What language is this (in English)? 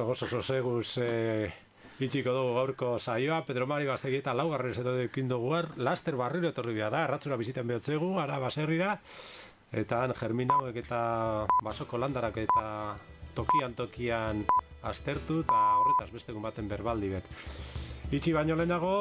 Basque